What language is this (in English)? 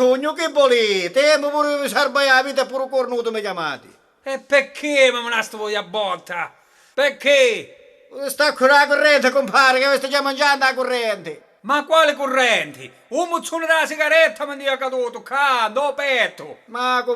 Sicilian